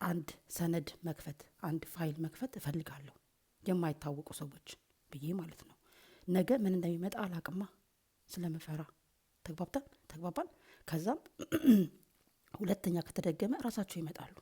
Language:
Amharic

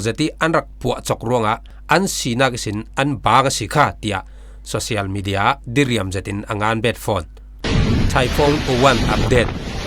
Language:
Falam Chin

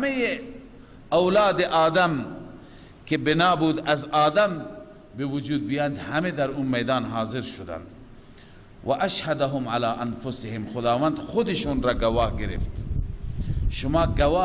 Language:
Persian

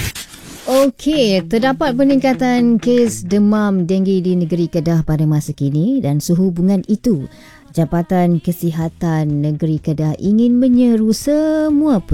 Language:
Malay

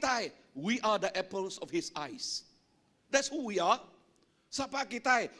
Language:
Iban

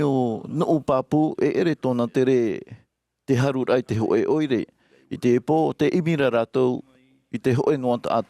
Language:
Tahitian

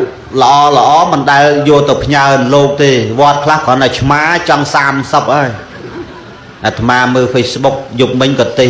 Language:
Khmer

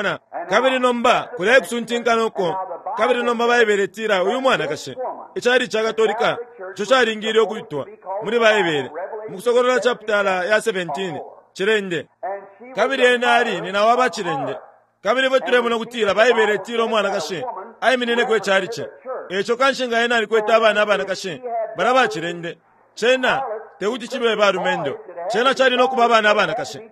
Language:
Bemba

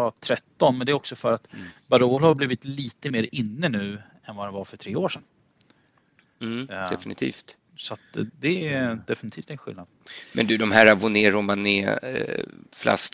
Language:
Swedish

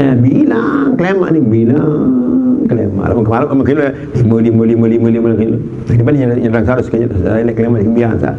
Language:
Sasak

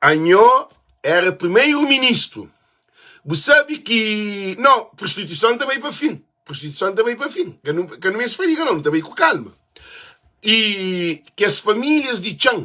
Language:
Kabuverdianu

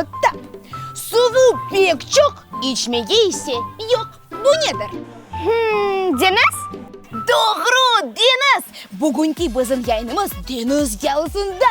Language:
Crimean Tatar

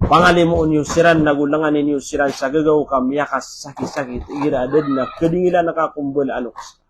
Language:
Maranao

